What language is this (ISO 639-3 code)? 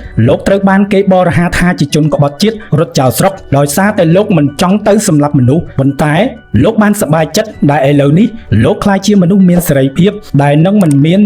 khm